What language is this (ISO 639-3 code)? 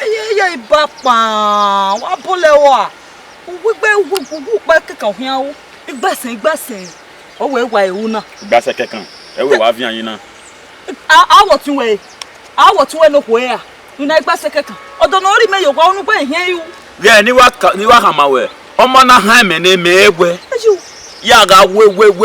bin